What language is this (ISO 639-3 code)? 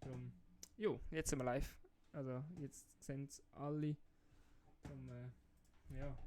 gsw